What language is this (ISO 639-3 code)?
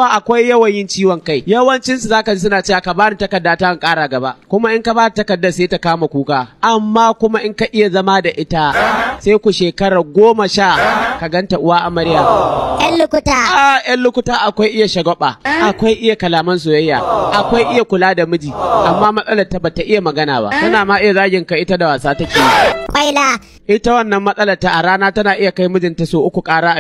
hau